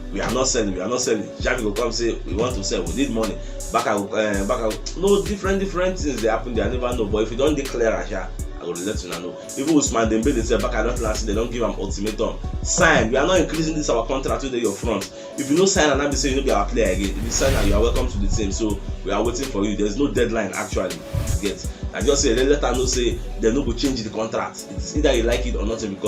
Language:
Nigerian Pidgin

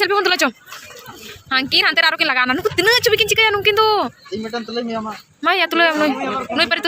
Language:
Santali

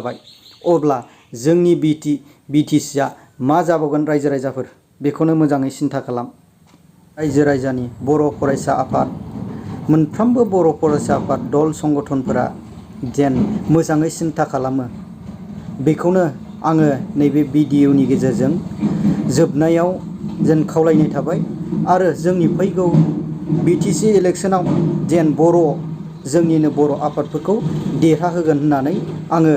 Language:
Bodo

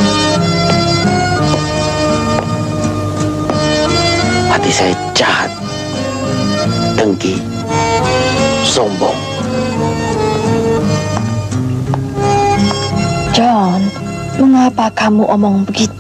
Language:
Indonesian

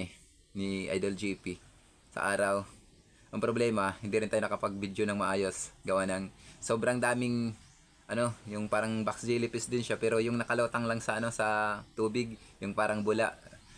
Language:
Filipino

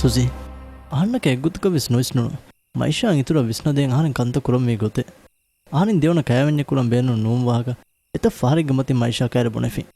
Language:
Divehi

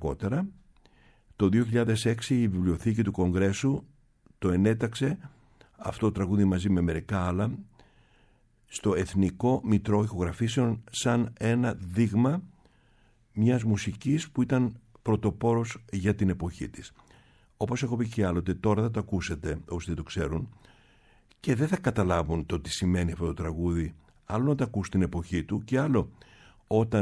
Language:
Greek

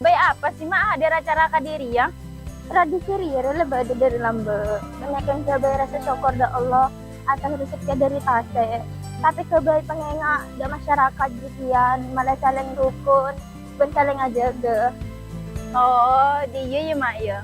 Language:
Madurese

